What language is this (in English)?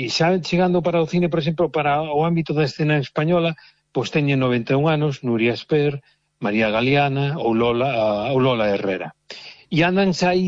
Galician